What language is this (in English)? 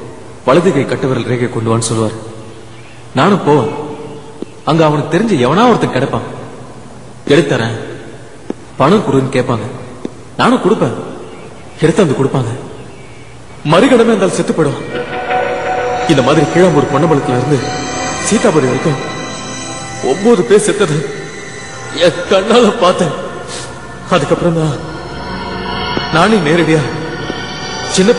Tamil